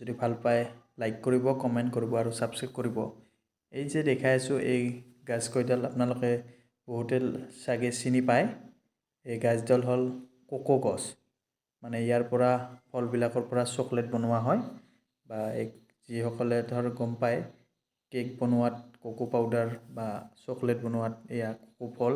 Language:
Assamese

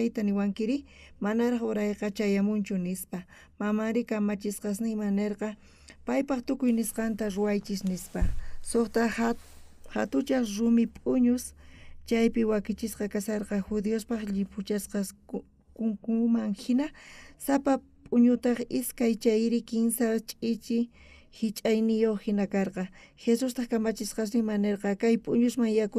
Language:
South Bolivian Quechua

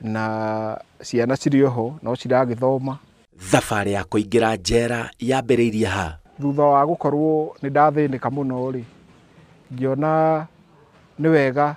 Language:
Kikuyu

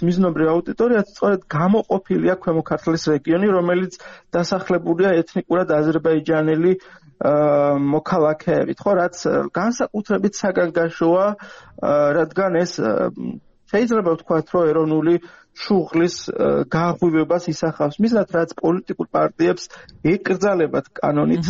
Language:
Georgian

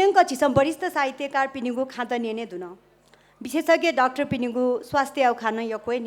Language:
Newari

